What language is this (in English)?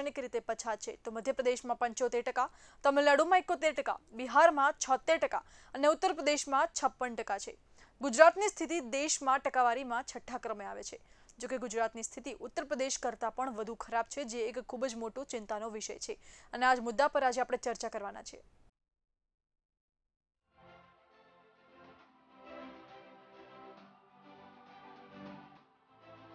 Gujarati